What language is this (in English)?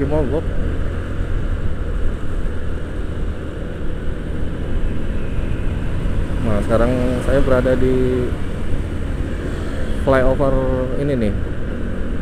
Indonesian